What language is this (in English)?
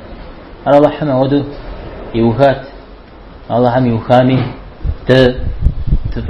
Kabardian